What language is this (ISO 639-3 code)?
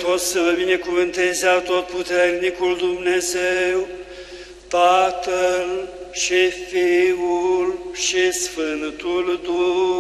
ron